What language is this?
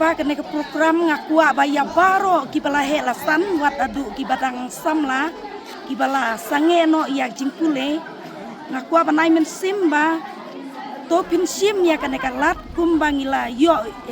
Khasi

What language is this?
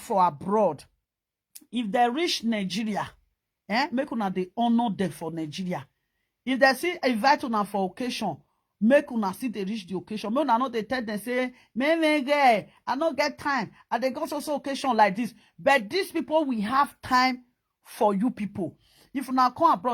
Nigerian Pidgin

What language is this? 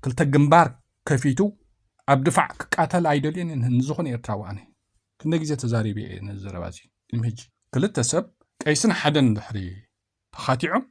Tigrinya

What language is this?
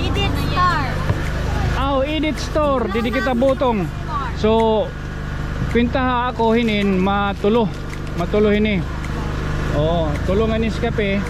Waray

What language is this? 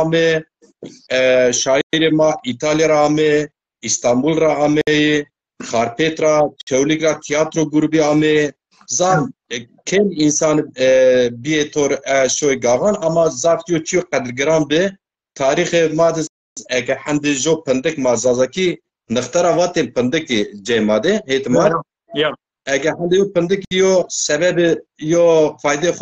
Zaza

